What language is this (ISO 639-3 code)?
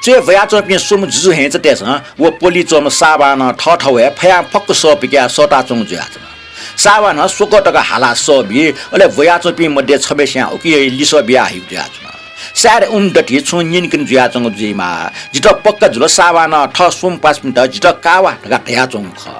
new